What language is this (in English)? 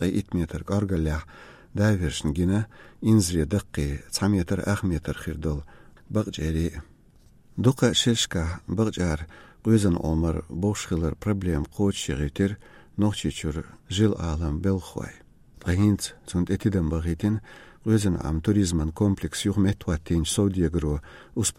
Chechen